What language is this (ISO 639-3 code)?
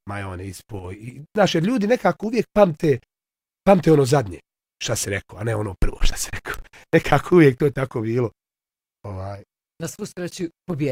bos